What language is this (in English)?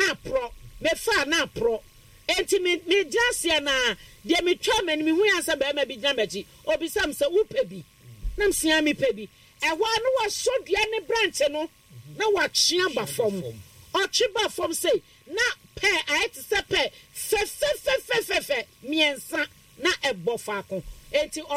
Akan